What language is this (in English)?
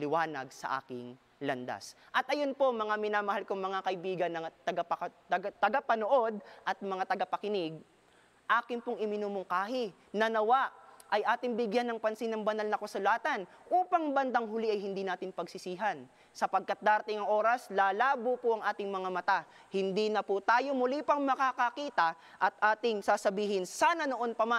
Filipino